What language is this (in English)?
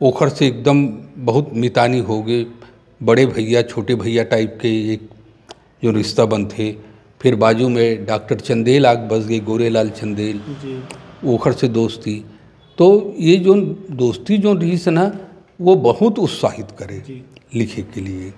Chhattisgarhi